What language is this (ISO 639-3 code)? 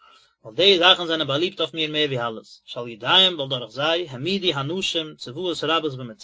yid